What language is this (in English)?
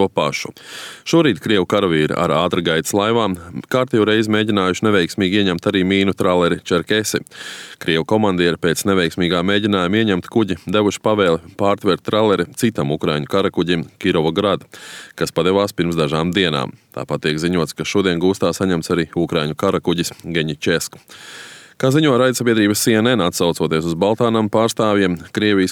Latvian